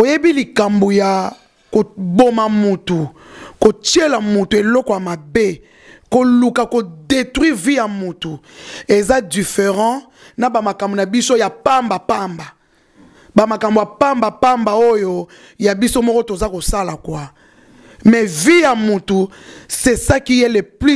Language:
Lingala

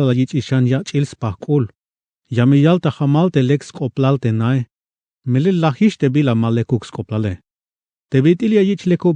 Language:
Tzeltal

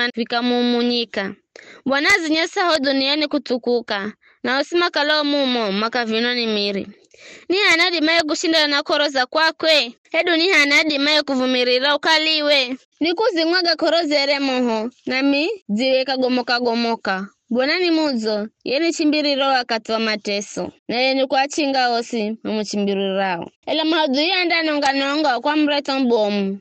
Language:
Giryama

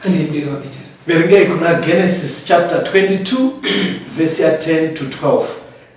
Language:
Shona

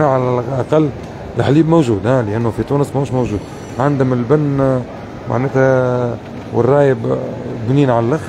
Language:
Tunisian Arabic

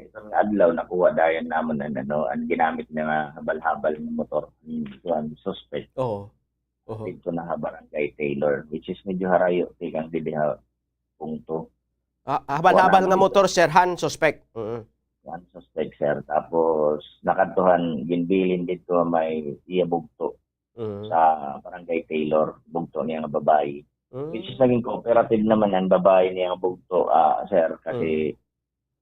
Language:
Waray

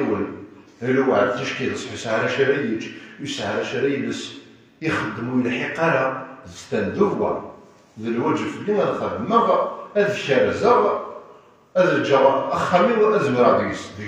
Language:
Kabyle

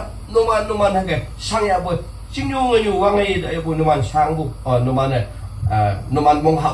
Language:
Naga Pidgin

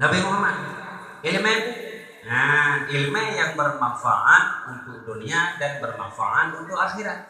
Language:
Achinese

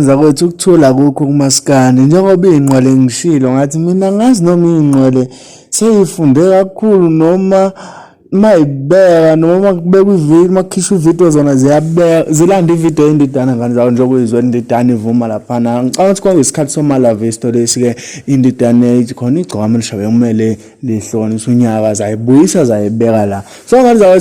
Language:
Zulu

